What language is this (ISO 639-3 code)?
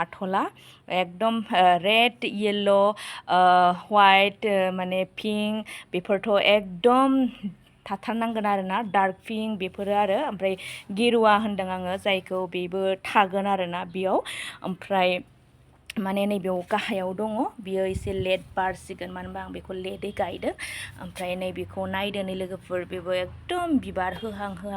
brx